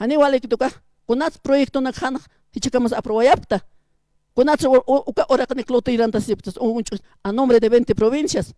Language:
Aymara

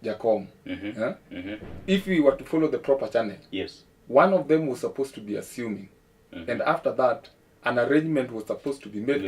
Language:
Luo (Kenya and Tanzania)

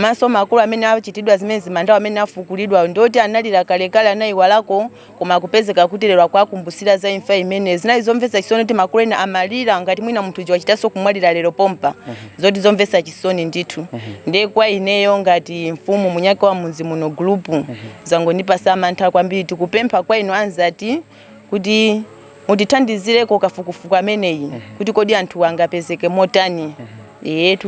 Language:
Nyanja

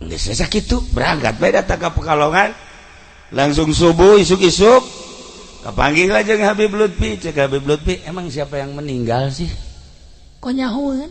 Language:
Sundanese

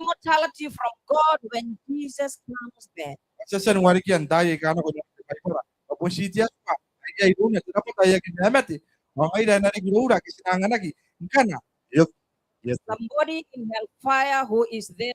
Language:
Gilbertese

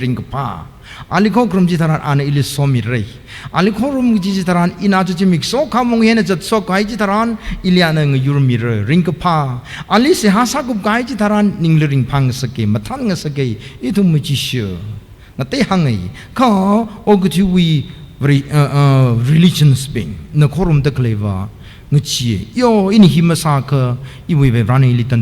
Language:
Tangkhul Naga (India)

